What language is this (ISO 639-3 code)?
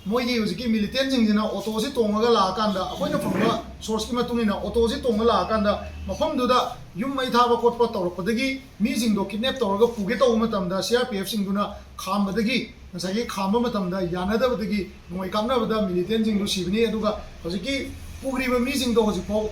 mni